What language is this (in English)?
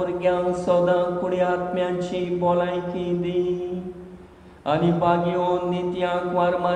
Konkani